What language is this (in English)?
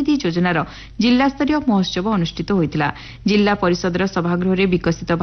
Odia